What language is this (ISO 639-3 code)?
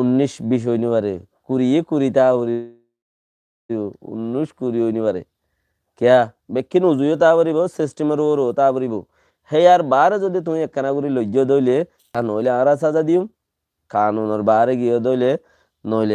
rhg